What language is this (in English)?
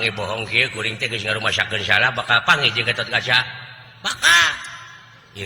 Sundanese